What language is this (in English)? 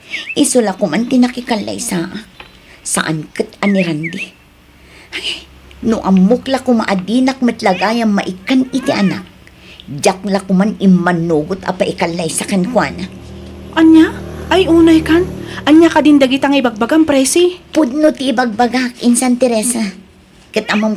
Iloko